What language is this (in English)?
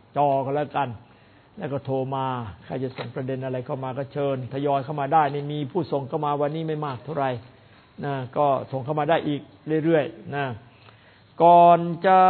Thai